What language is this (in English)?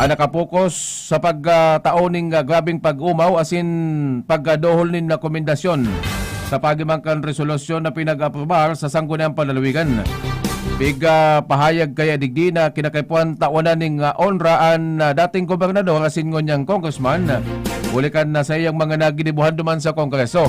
Bikol